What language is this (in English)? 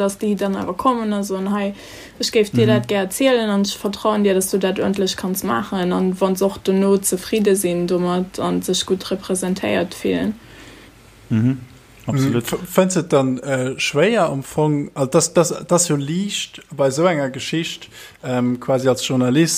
Luxembourgish